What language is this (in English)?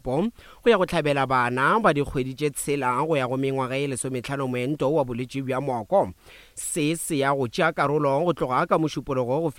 Northern Sotho